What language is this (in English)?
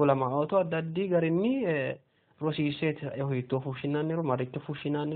Sidamo